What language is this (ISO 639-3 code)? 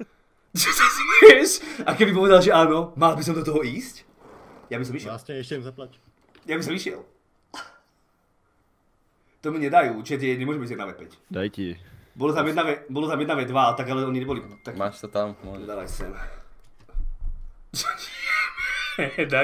slk